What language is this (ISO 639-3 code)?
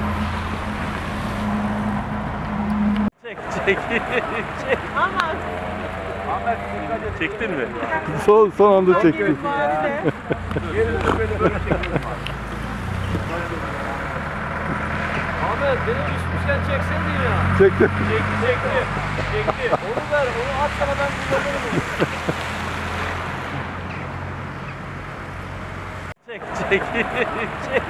tur